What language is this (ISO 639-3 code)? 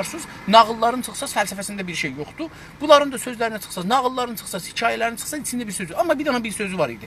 azb